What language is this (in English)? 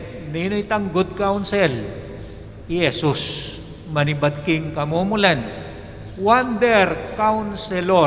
Pampanga